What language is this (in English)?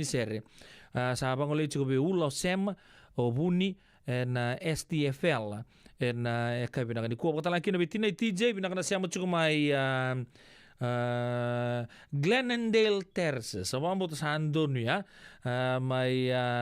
Fijian